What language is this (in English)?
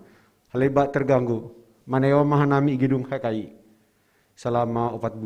Batak Simalungun